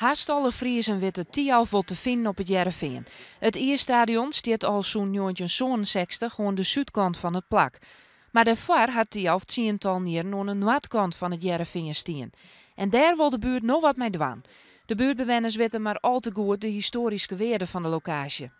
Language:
Western Frisian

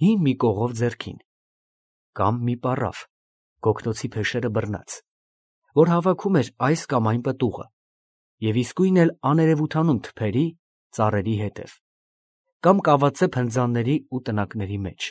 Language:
Armenian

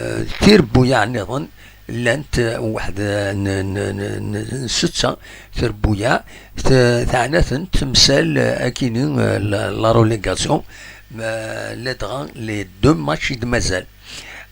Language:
Kabyle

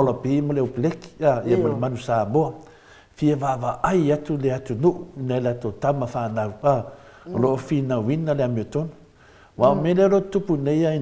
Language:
Samoan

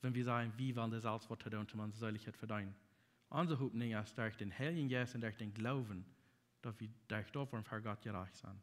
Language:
Plautdietsch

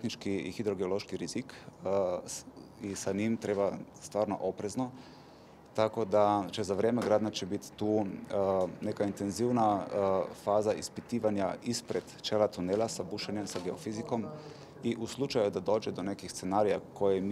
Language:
Slovenian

